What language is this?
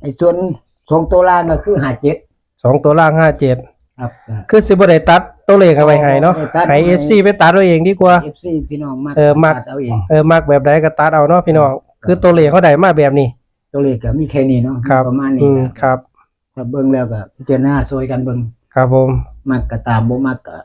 Northeastern Thai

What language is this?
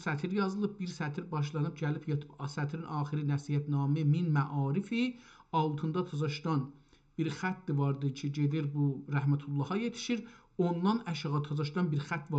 South Azerbaijani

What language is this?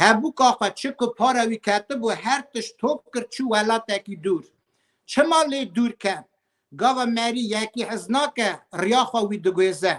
Kurdish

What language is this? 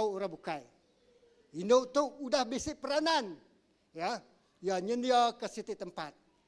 Iban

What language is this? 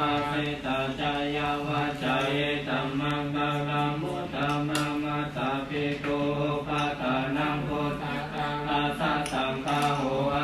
Pali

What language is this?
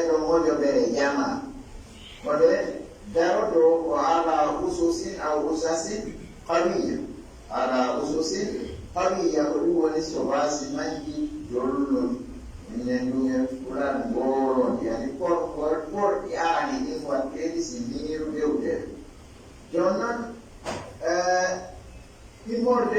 Pular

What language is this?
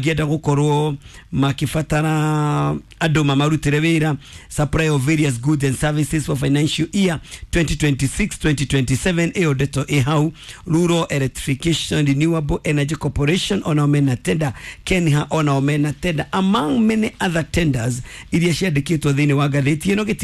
Kikuyu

